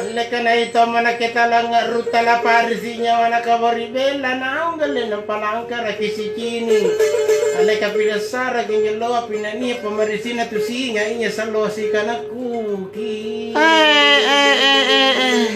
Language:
Makasar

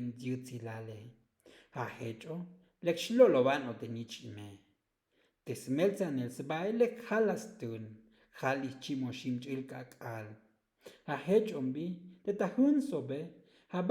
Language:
Tzotzil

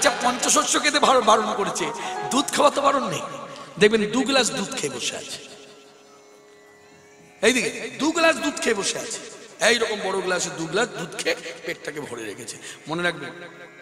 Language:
Bangla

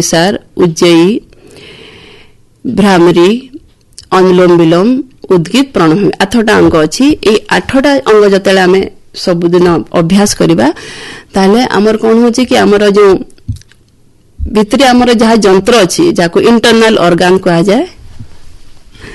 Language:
Odia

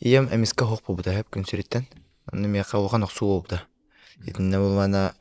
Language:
Yakut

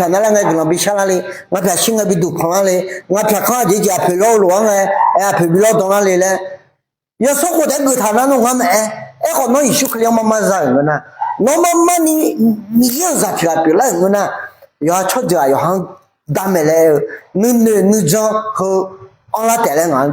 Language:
Akha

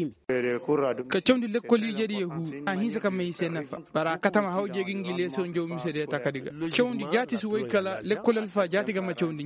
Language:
Koyraboro Senni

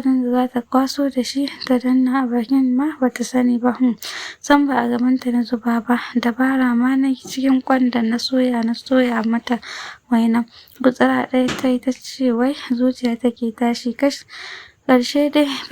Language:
Hausa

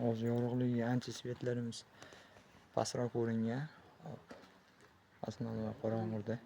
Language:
Uzbek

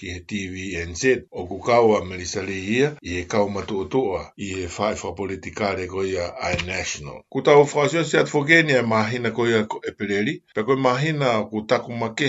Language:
Tongan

